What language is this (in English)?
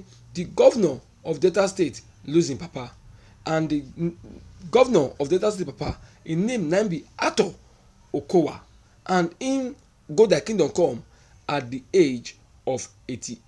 Nigerian Pidgin